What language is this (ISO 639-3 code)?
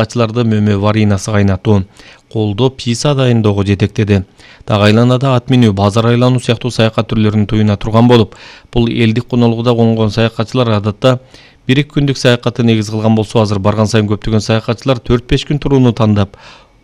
kir